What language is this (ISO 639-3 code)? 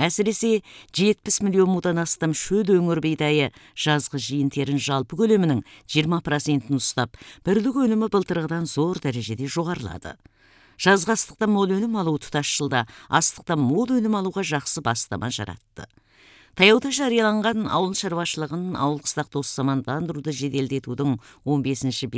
kaz